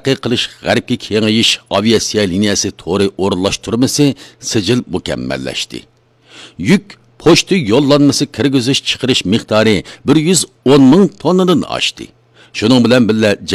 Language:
Uyghur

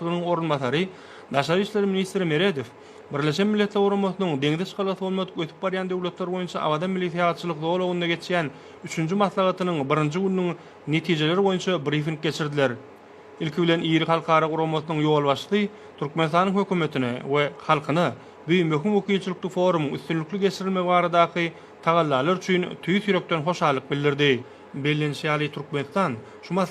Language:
Turkmen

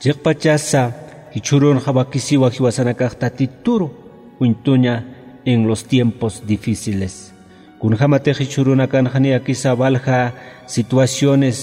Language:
Aymara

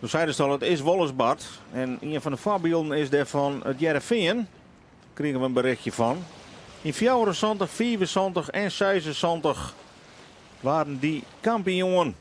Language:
Western Frisian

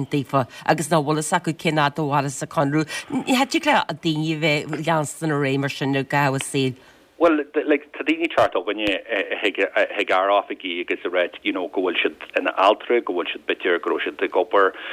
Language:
Irish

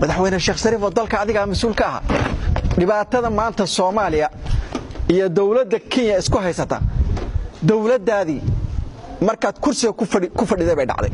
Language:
Somali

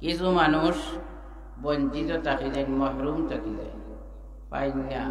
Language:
Sylheti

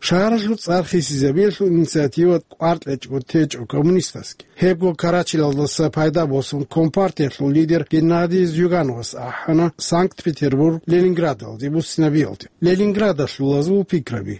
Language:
Avaric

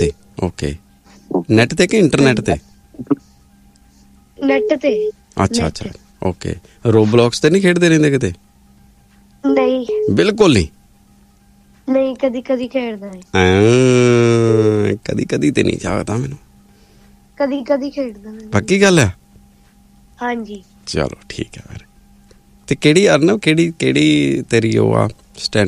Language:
Punjabi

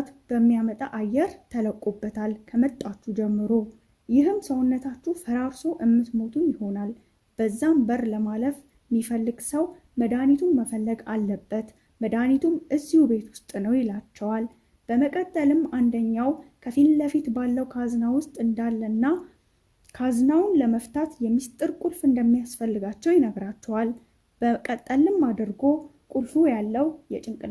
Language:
Amharic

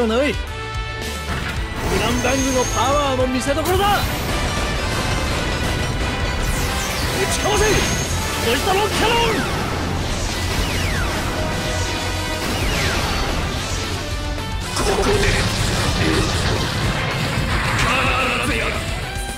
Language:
Japanese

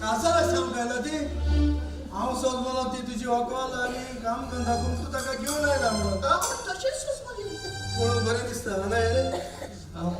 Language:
Konkani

